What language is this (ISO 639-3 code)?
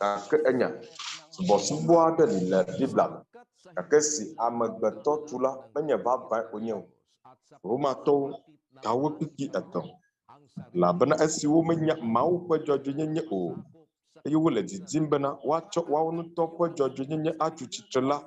ewe